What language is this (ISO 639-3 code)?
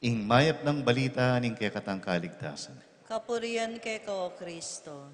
pam